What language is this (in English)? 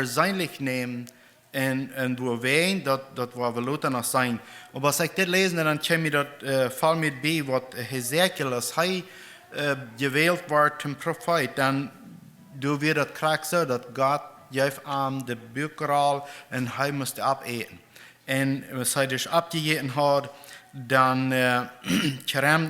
Plautdietsch